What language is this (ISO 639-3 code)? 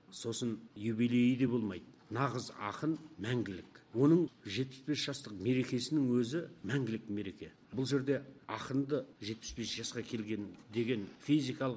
kaz